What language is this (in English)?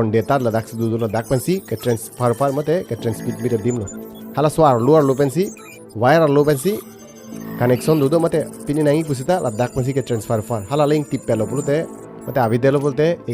Karbi